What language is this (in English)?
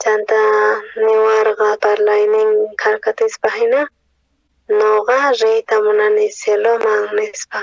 South Bolivian Quechua